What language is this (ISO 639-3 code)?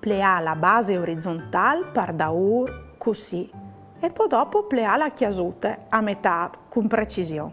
fur